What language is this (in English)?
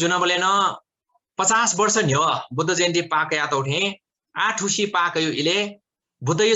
Newari